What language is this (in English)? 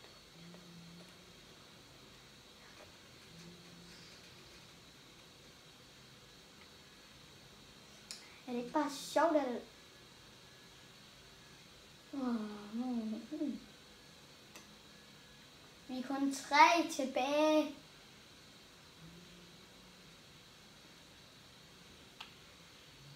Danish